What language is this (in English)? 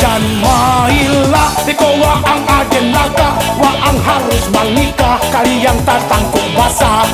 Minangkabau